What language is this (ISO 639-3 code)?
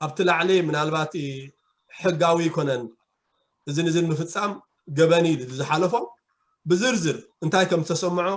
tir